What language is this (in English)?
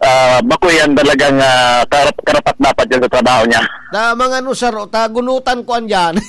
Bikol